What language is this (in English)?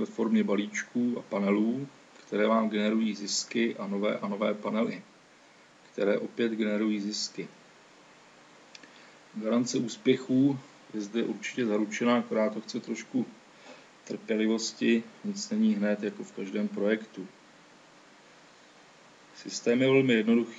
Czech